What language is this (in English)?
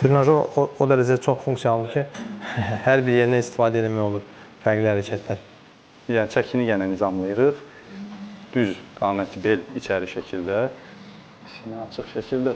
Azerbaijani